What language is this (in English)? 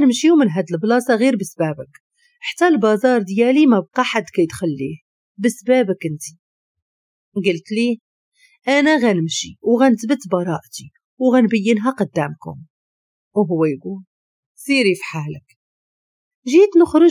Moroccan Arabic